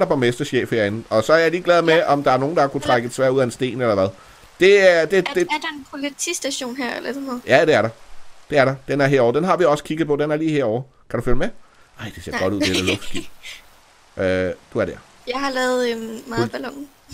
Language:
Danish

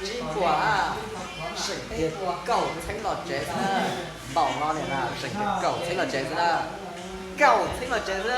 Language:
Hmong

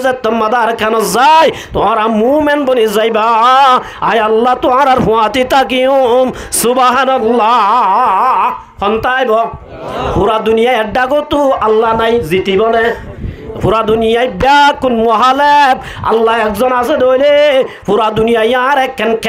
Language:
Rohingya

